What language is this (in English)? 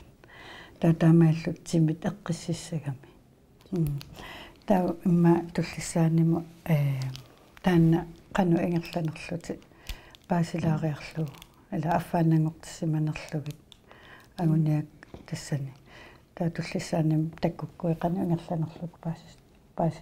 Kalaallisut